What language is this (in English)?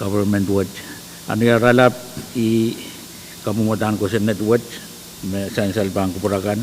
Pohnpeian